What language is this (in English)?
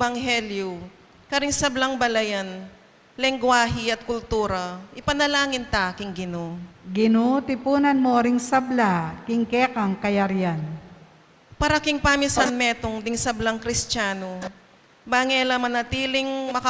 Pampanga